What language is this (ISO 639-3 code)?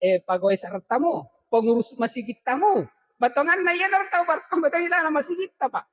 bug